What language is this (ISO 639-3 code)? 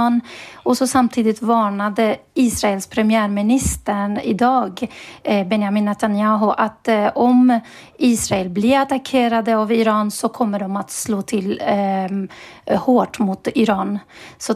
swe